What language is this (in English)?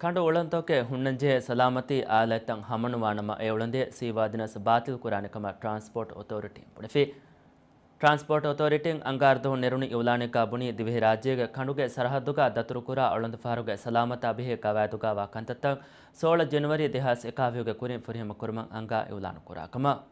Divehi